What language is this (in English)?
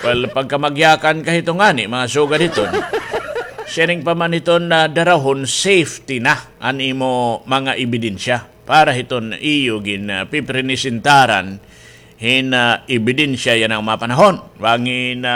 Waray